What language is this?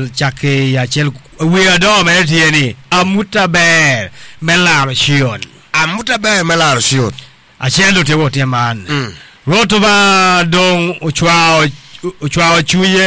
Acoli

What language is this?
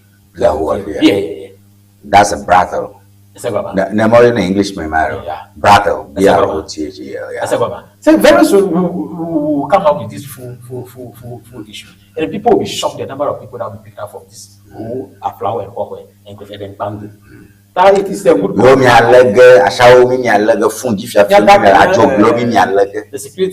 Ewe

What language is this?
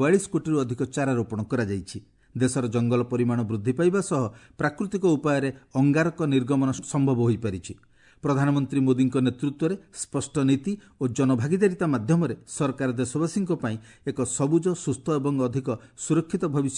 Odia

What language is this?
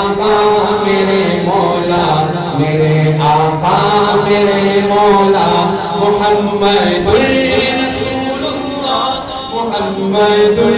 Urdu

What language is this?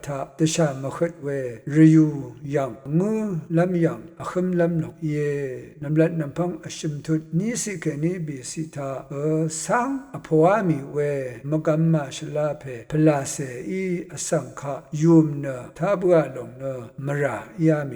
Rawang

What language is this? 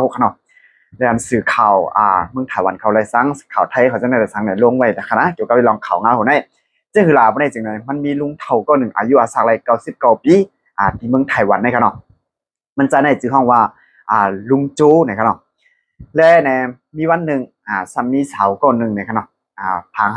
Shan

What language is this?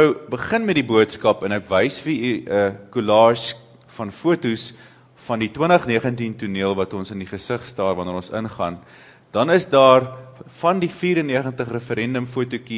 Afrikaans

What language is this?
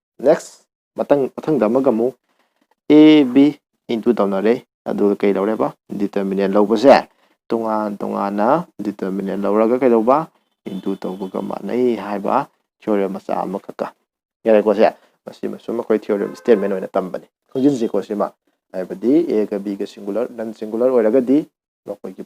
Manipuri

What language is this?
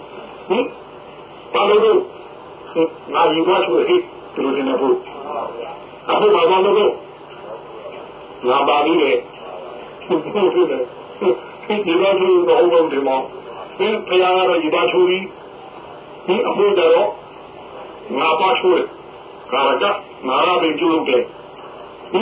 Burmese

